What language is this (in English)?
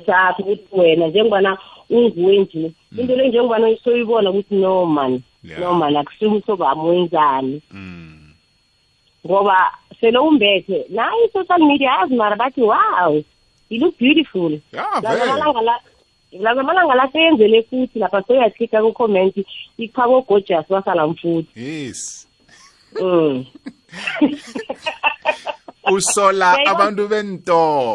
South Ndebele